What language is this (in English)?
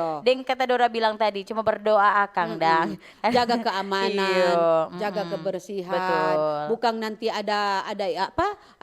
Manado Malay